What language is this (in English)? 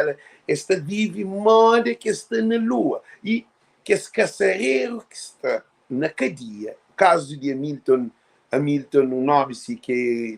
Kabuverdianu